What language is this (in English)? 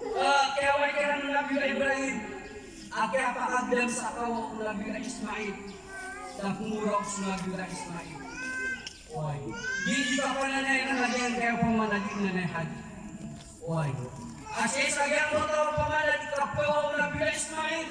Maranao